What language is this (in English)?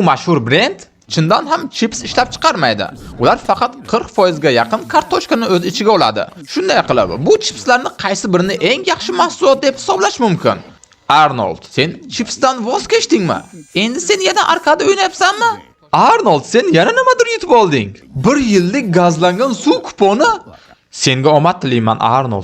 Uzbek